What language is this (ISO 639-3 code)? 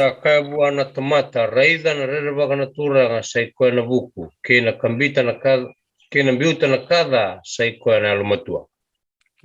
fij